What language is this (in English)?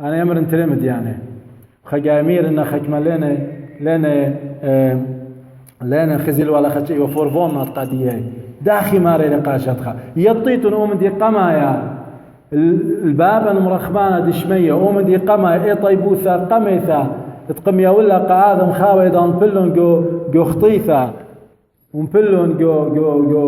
Assyrian Neo-Aramaic